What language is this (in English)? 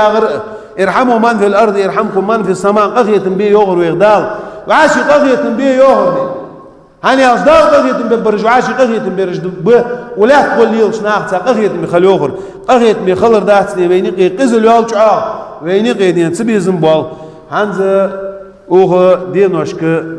Ingush